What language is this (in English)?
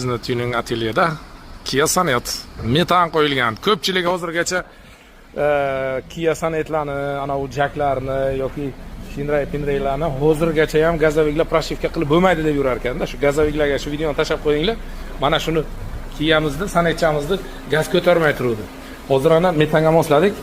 Uzbek